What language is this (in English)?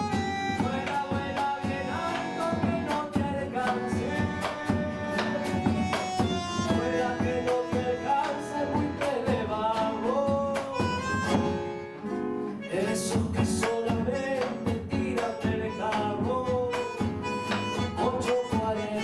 Spanish